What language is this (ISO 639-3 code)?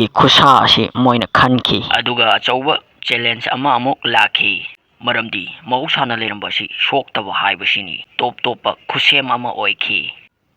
mni